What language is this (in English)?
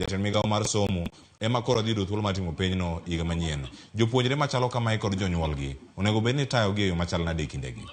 Luo (Kenya and Tanzania)